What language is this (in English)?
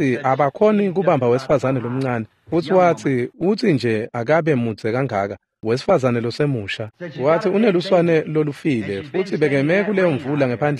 Swati